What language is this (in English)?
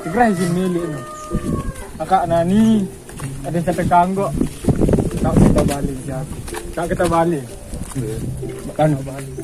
Sasak